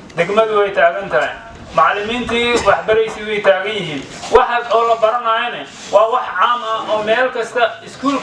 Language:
Somali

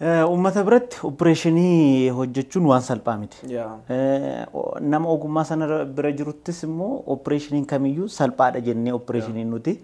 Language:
Oromo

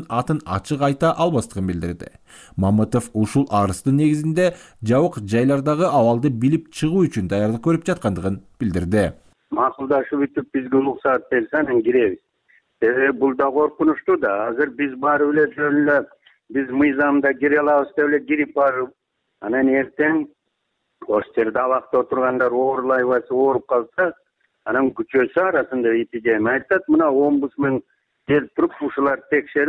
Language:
Kyrgyz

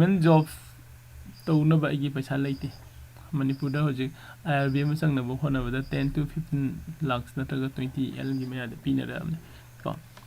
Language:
Manipuri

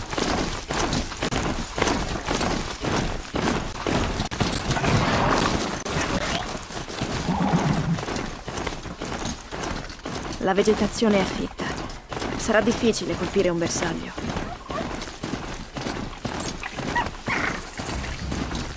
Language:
Italian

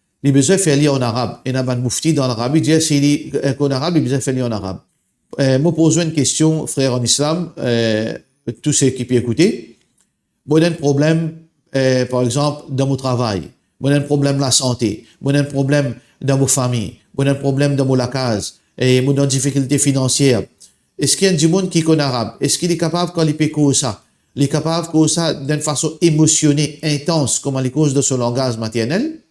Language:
Morisyen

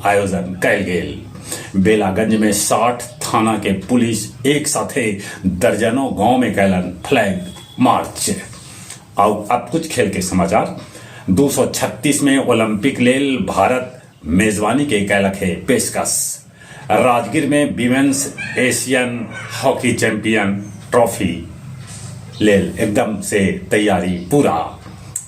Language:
Magahi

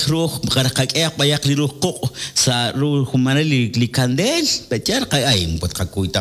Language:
Kekchí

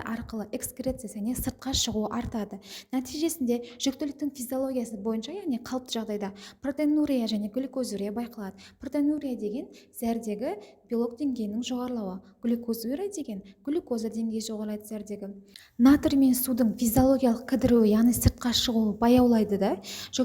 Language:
Kazakh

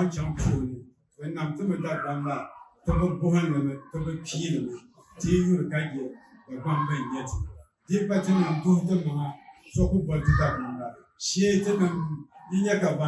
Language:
Dagbani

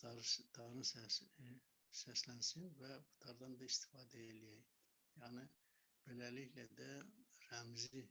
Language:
Azerbaijani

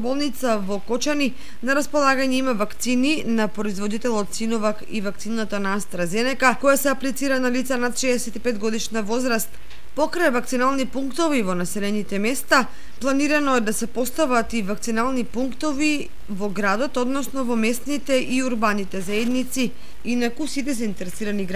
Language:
Macedonian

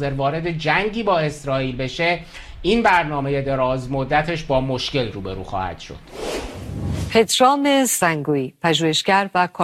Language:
Persian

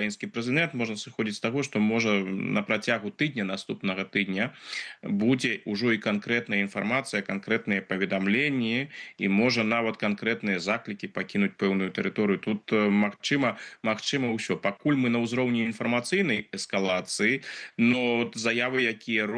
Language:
Belarusian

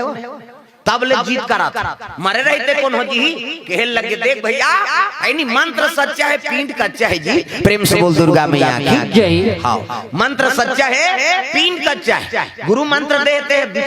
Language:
Chhattisgarhi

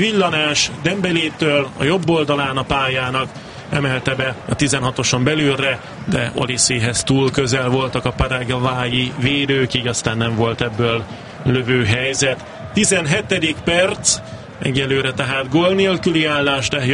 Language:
Hungarian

